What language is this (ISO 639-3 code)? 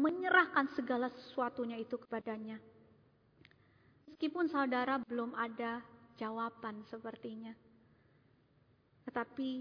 ind